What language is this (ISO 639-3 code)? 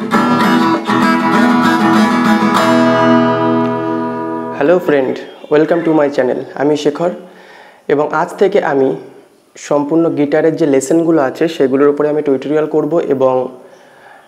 ben